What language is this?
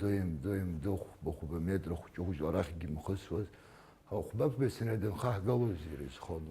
Abkhazian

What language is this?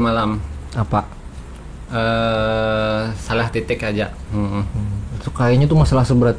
Banjar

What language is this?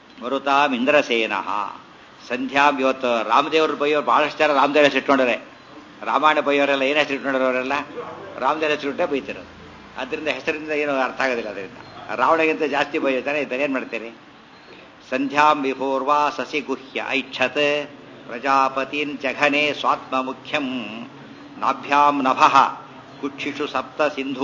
Kannada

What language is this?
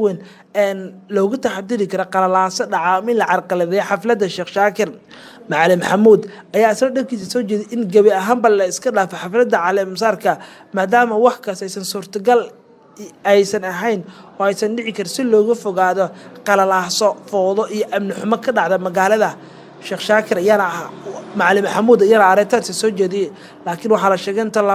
Somali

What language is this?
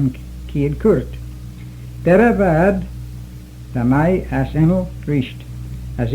Manx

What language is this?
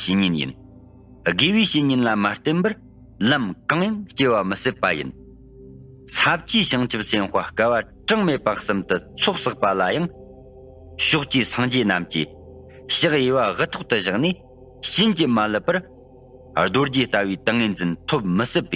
Tibetan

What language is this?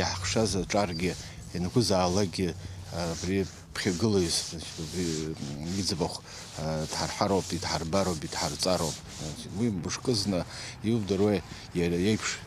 Abkhazian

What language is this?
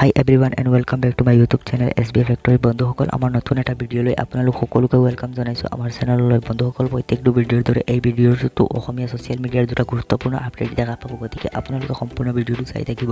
Assamese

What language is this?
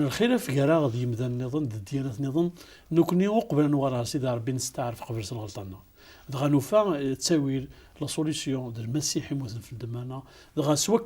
Kabyle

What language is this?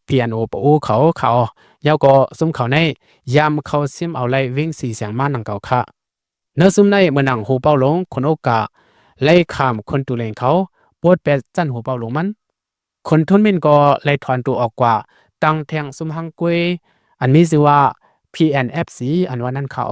Lao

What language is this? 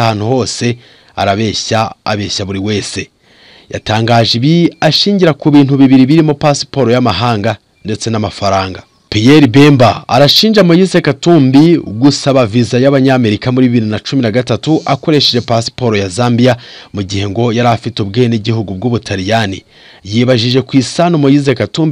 Kinyarwanda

